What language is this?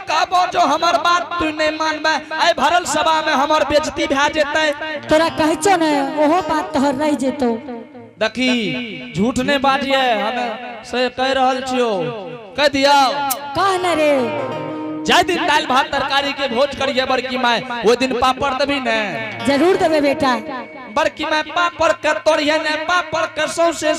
Angika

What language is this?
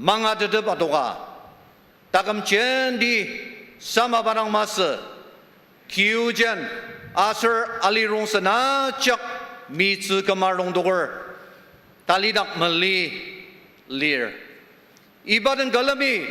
Ao Naga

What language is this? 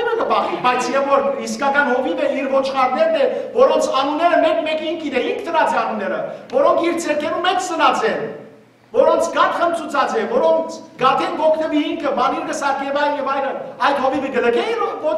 Western Armenian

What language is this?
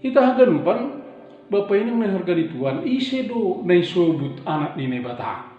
Batak Simalungun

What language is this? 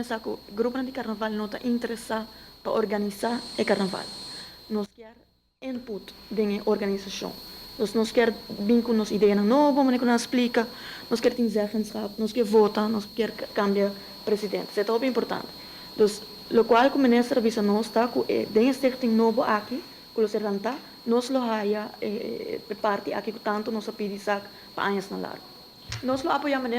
Papiamento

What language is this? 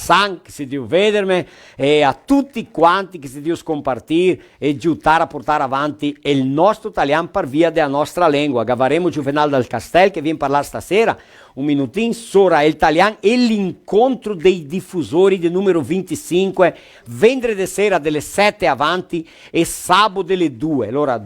Venetian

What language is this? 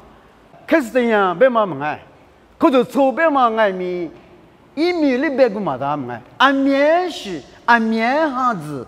Lisu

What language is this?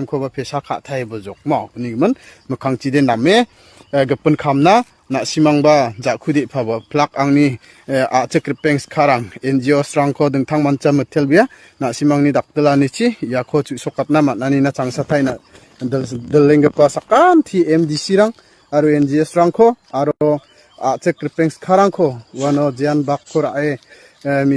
Garo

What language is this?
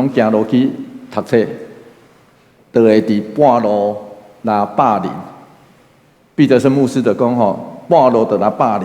Min Nan Chinese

